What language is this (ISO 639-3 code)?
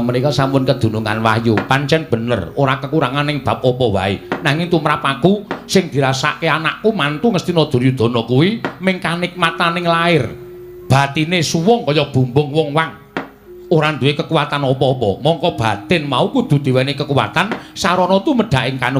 jav